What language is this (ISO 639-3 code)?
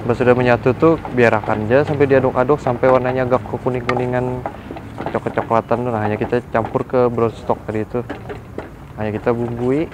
bjn